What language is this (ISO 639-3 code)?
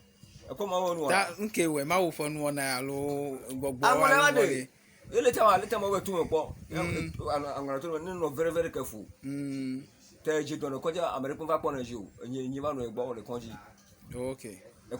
ewe